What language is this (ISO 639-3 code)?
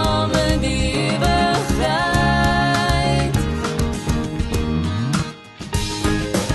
afr